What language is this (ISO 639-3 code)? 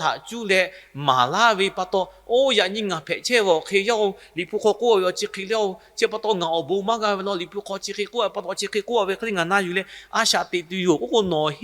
lhu